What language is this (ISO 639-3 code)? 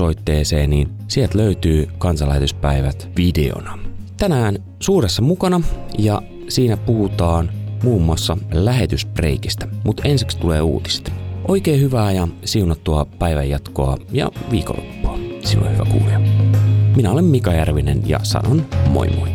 fin